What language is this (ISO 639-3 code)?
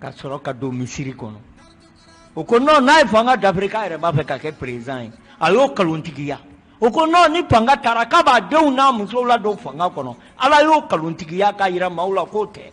bam